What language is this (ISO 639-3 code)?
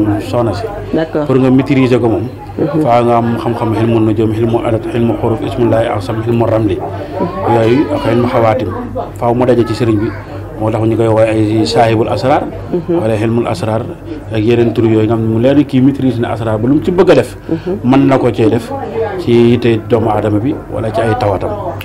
wol